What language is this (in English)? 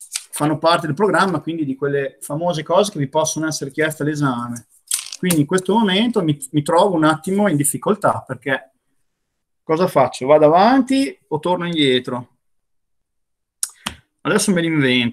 Italian